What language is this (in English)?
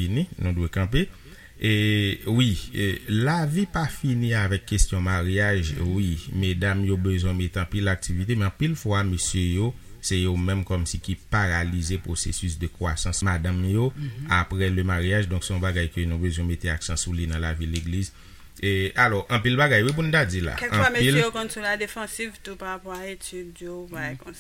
Haitian Creole